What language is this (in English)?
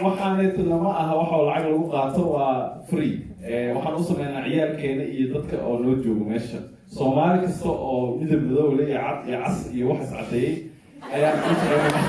Somali